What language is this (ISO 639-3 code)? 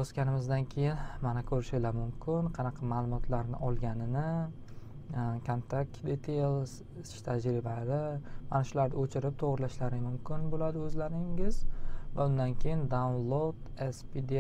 uzb